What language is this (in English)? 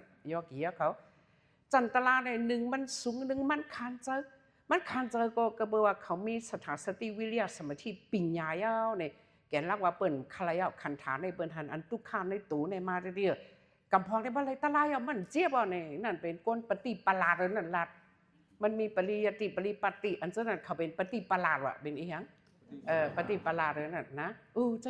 Shan